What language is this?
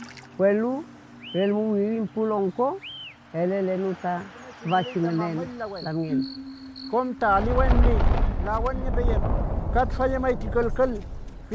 Mapuche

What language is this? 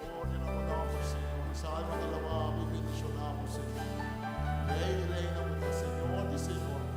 Papiamento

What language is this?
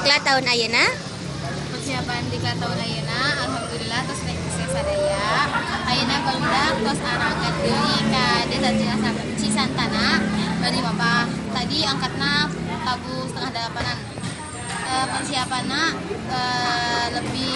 Sundanese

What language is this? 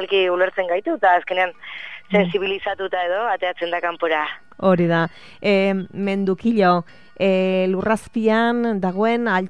Basque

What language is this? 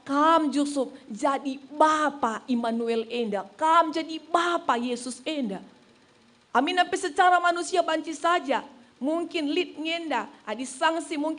Batak Karo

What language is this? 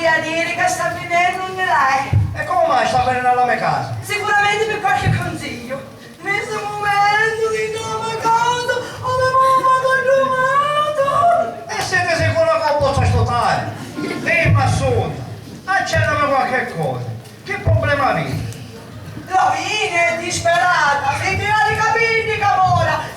Sicilian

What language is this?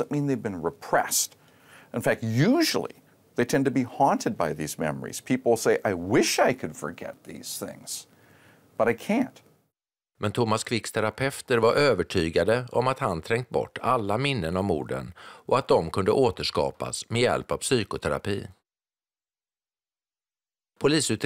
Swedish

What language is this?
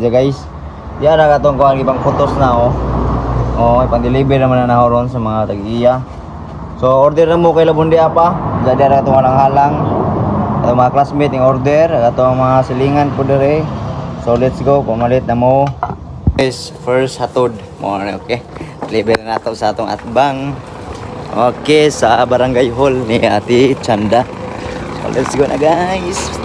Cebuano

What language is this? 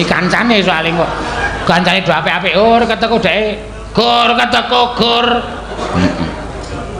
Javanese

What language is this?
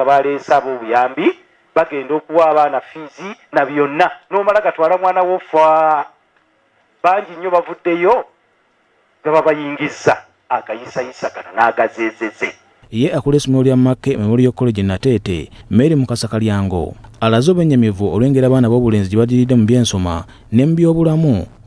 Ganda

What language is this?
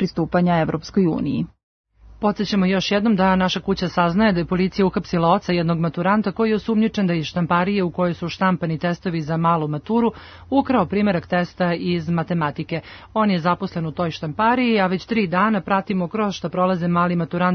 Serbian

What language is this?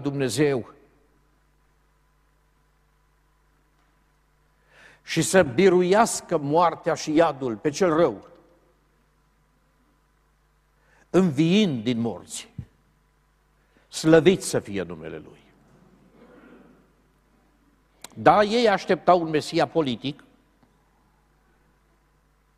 Romanian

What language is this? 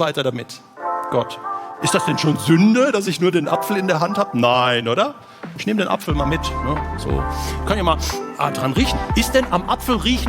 Swiss German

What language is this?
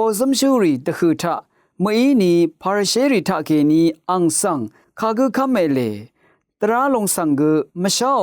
Rawang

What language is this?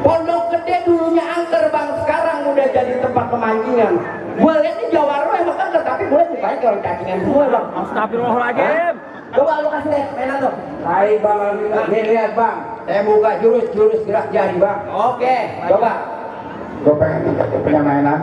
Betawi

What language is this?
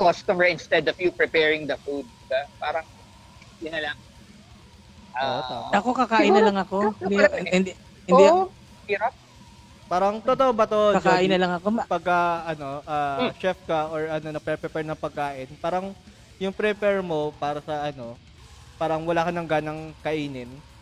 Filipino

